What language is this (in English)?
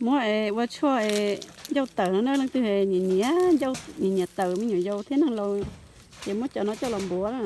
Hmong